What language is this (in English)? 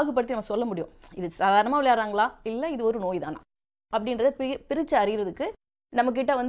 Tamil